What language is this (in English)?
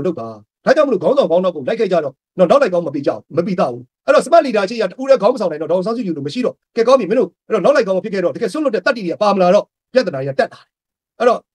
Burmese